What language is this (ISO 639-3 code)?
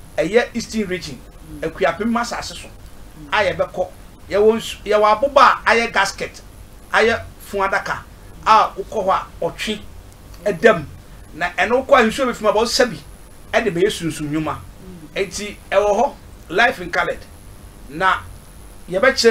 aka